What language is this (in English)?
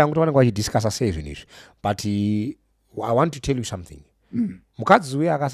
Shona